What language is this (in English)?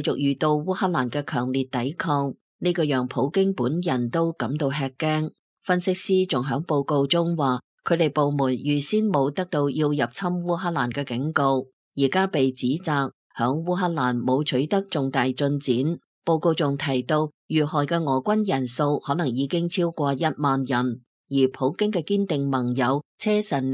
Cantonese